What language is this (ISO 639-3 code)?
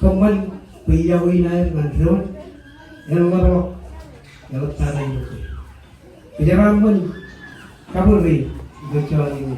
mah